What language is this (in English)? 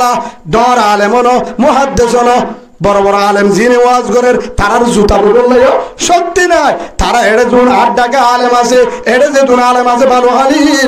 Rohingya